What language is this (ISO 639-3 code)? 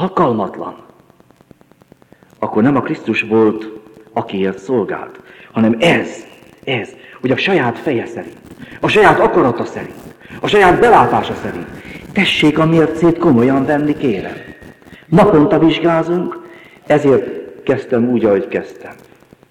hun